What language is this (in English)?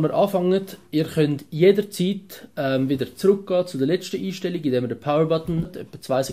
Swiss German